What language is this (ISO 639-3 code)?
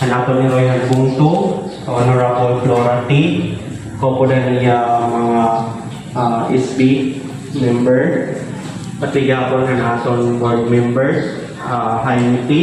war